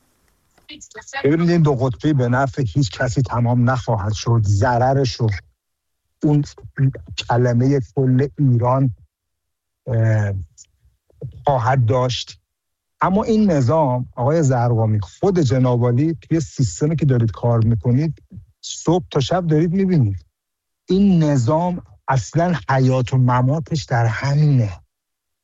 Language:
Persian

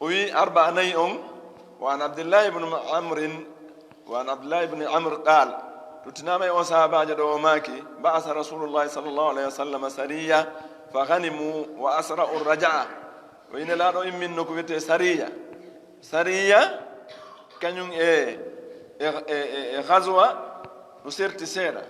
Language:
Fula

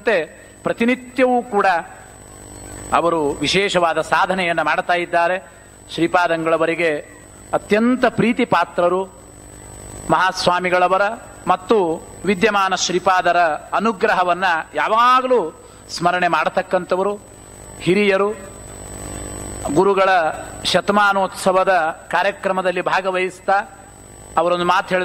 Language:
Kannada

